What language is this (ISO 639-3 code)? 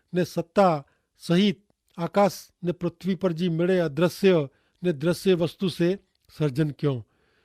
kfr